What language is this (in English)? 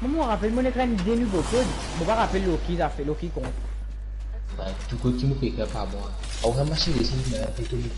Morisyen